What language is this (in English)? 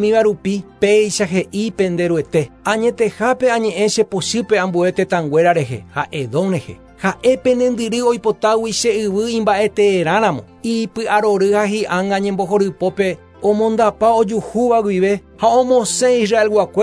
Guarani